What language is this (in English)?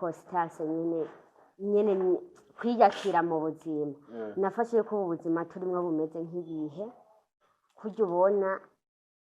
Rundi